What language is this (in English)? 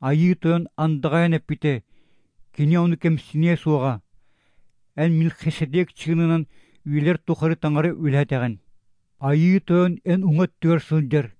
Kyrgyz